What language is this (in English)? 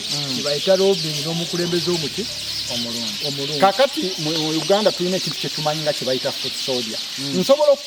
Ganda